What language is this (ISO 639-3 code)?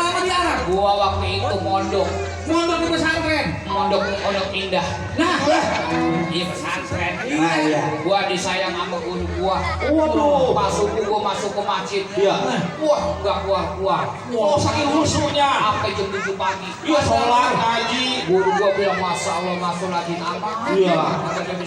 bew